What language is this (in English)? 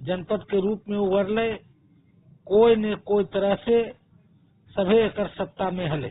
Magahi